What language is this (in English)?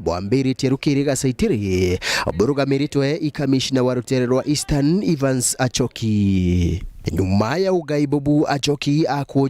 Meru